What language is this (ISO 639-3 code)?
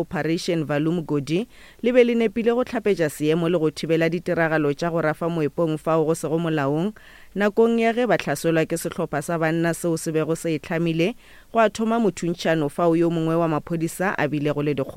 nso